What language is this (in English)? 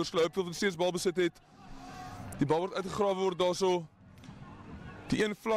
Afrikaans